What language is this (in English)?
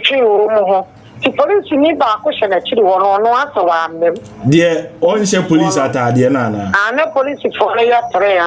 Akan